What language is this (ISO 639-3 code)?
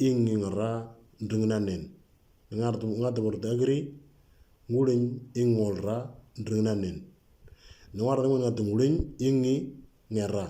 mor